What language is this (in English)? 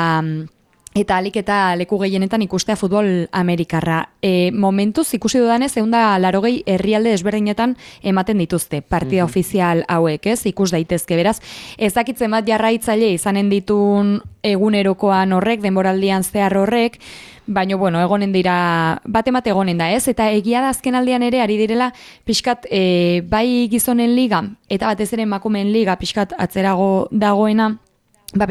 Basque